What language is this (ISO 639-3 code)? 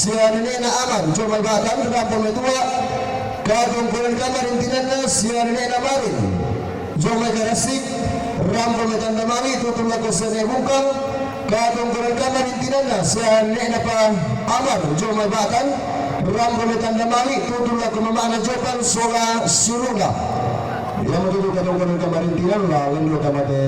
sda